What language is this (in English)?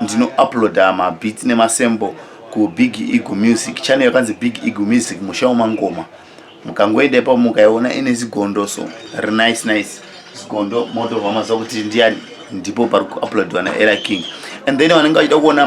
Shona